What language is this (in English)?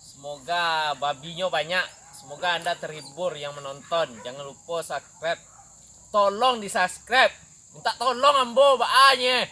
Minangkabau